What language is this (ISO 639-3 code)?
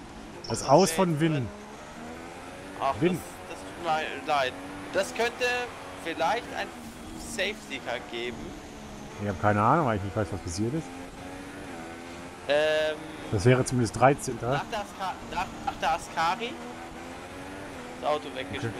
deu